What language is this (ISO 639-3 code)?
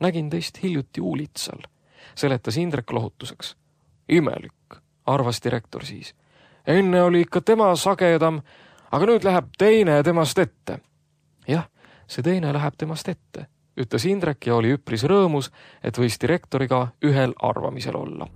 est